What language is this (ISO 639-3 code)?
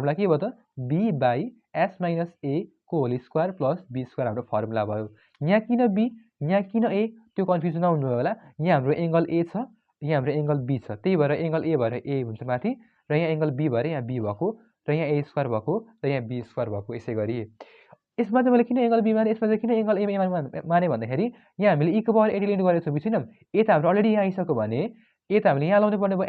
nep